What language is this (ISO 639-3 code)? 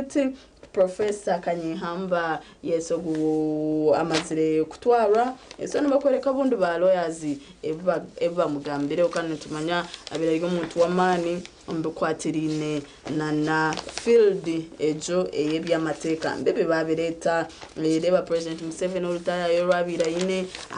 nyn